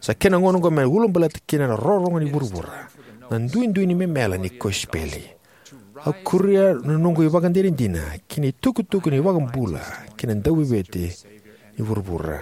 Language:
Fijian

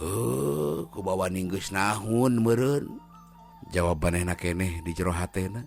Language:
Sundanese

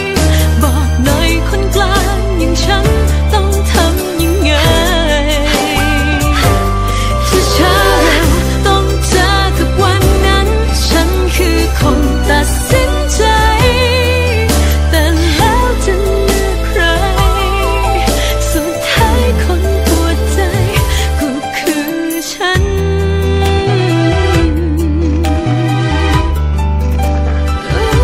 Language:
Thai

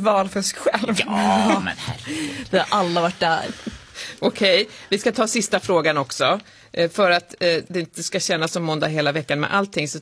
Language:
Swedish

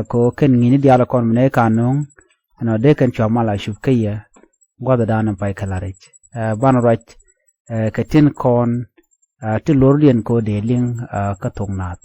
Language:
Nuer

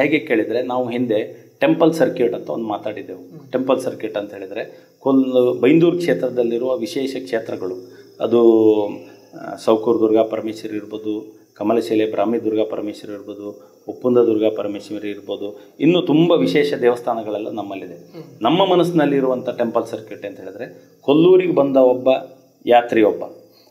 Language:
Kannada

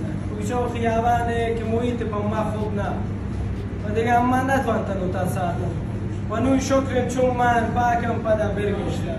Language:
Baluchi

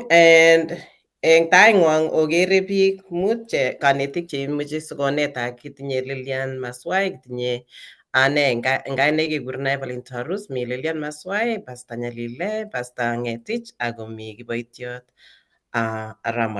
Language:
Kalenjin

